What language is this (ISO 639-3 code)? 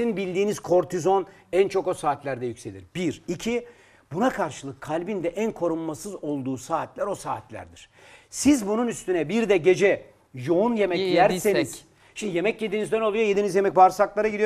tur